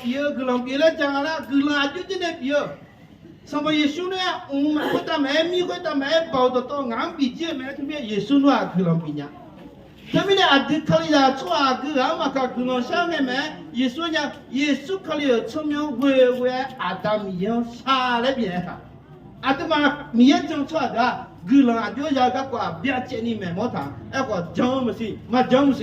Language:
Akha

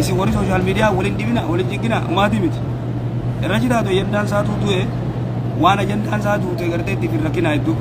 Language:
Oromo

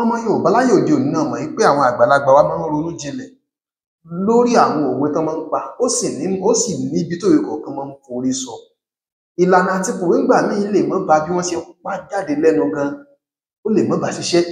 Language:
Yoruba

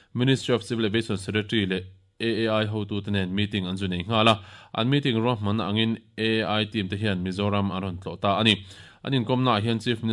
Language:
Mizo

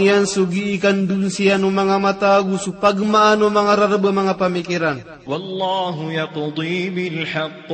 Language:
Maranao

